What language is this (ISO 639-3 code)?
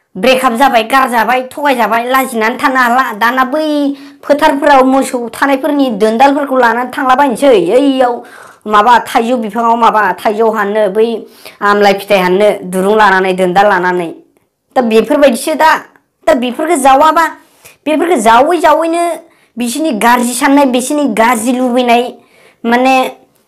brx